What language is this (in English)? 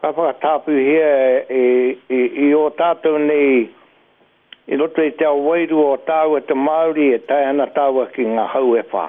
Māori